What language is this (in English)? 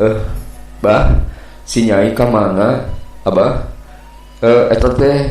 Sundanese